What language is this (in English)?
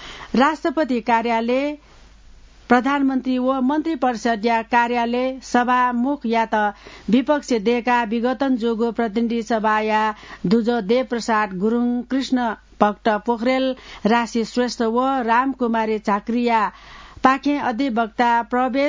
Newari